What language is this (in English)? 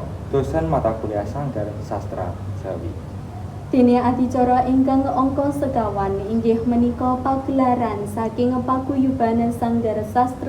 Javanese